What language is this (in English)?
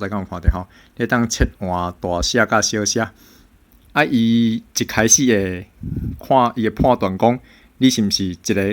Min Nan Chinese